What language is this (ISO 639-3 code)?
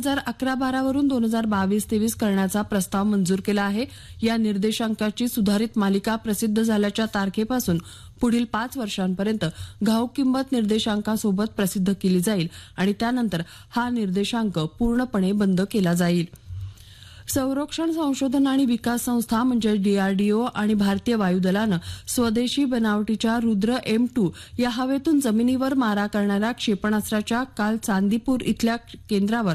mar